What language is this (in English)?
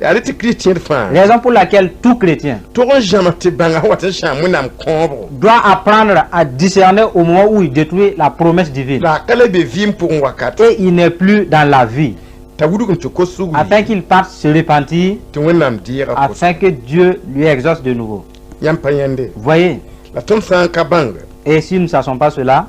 Mossi